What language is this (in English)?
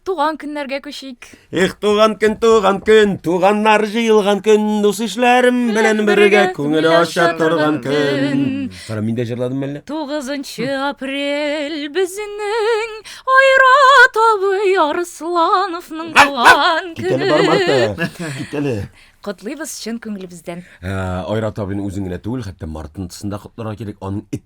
Tatar